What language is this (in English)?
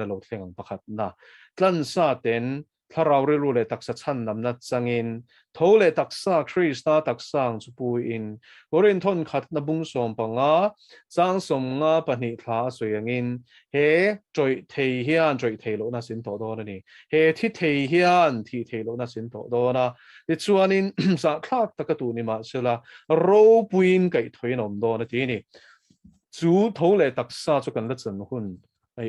Mizo